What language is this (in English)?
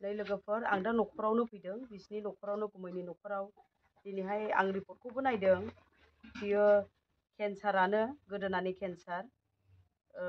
Bodo